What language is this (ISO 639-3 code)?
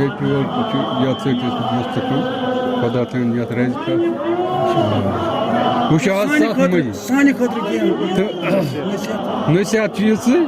kas